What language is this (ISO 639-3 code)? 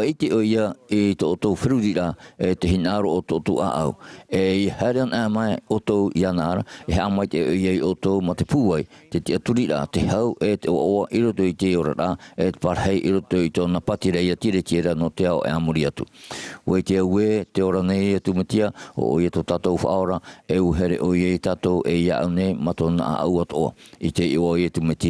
tah